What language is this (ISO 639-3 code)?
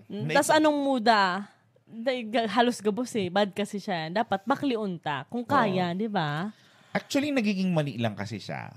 bik